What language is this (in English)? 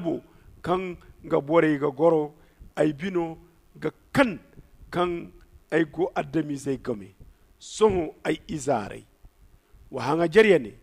Zarma